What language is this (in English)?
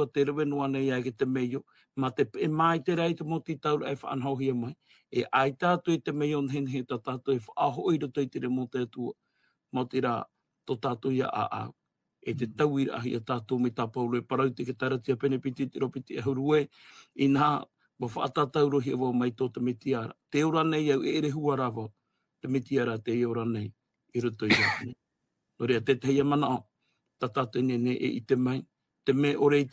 Tahitian